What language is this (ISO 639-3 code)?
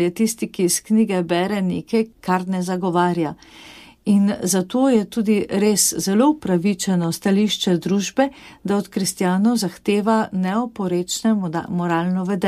slv